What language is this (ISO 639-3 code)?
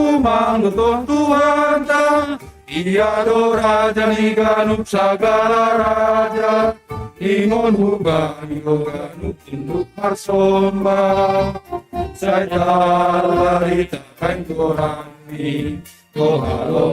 bts